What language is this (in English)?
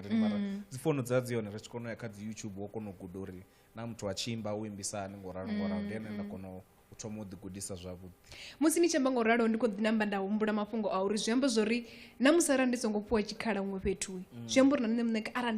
Venda